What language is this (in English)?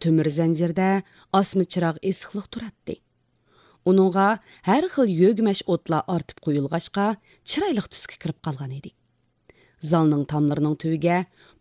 Uyghur